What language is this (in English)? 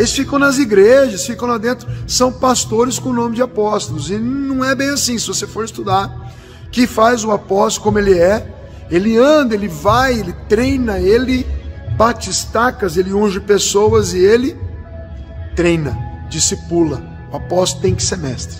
Portuguese